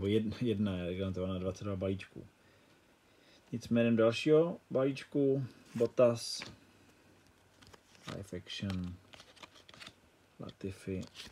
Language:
Czech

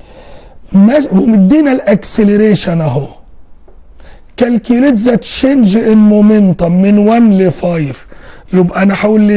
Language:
Egyptian Arabic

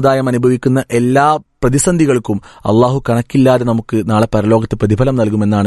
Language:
Malayalam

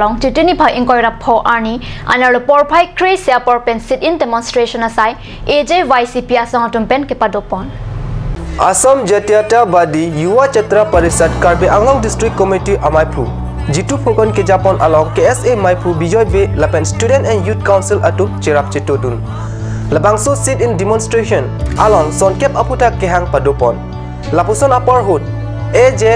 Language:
Karbi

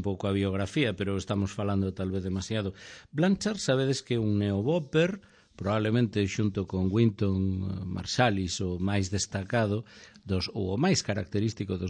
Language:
Galician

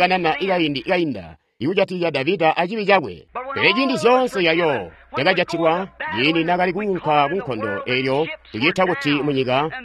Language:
Tonga (Zambia)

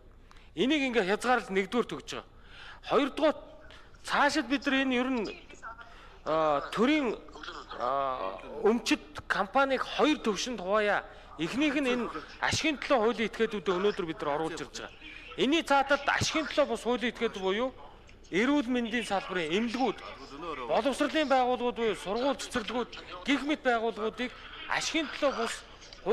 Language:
Mongolian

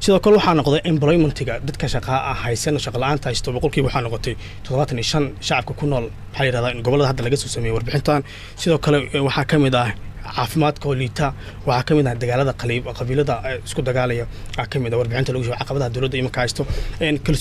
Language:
Somali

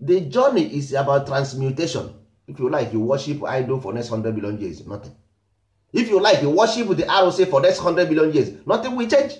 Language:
Igbo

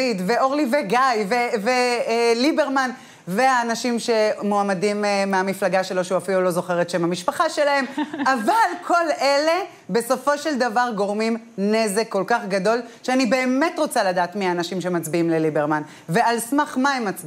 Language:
Hebrew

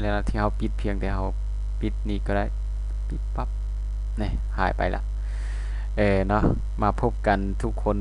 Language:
Lao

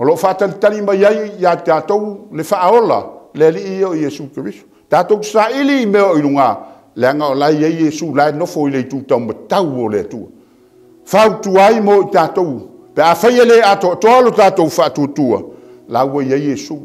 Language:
Samoan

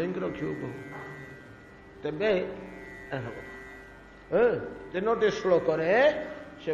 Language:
Odia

